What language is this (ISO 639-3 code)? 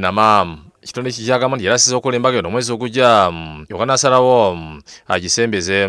lug